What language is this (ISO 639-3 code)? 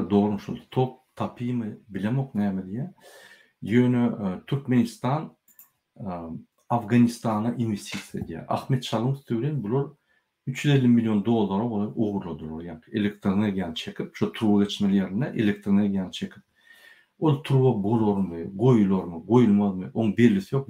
tuk